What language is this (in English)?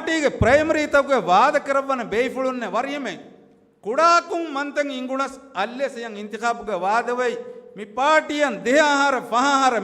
Divehi